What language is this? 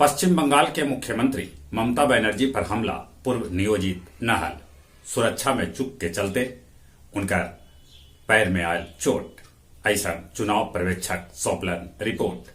Magahi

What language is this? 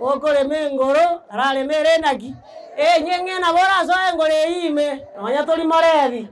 Gusii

